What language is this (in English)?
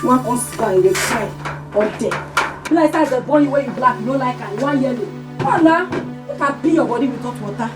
Nigerian Pidgin